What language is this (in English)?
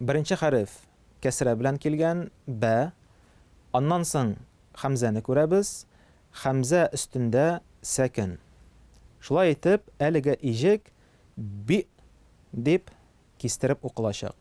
Tatar